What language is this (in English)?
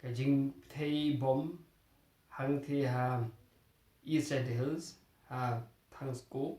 Khasi